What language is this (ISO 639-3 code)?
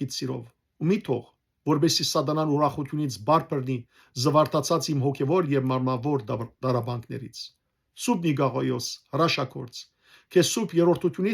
hyw